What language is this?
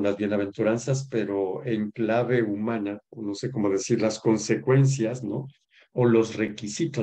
Spanish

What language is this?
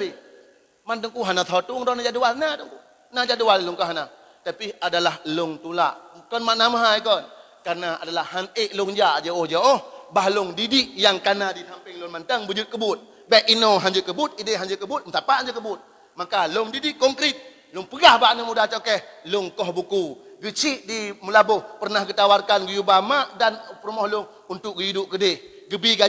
Achinese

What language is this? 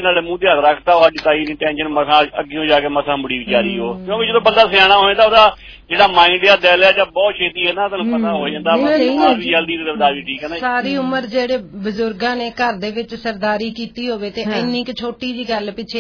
Punjabi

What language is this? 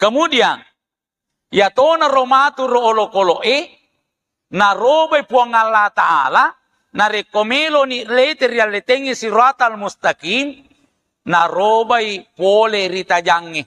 Buginese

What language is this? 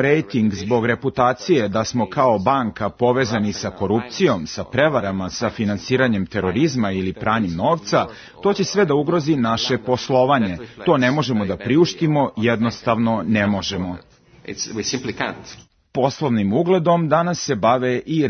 Serbian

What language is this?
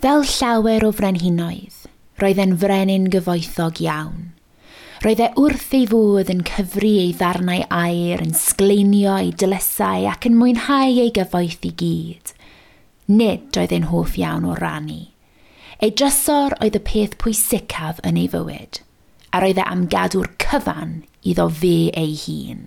Welsh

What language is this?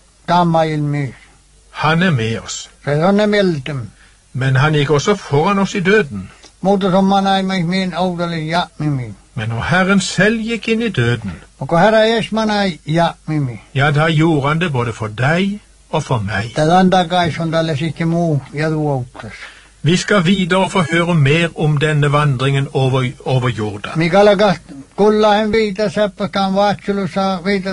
Norwegian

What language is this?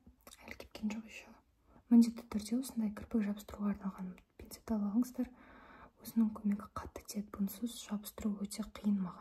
Kazakh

